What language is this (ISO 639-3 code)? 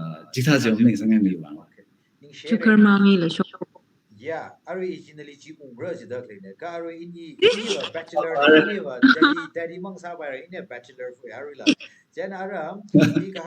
nmf